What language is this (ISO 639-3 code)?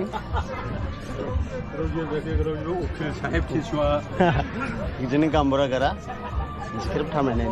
dis